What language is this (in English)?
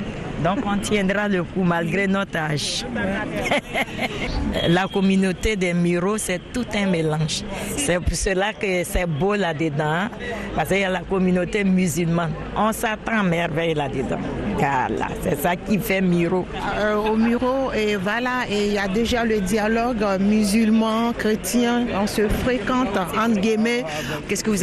French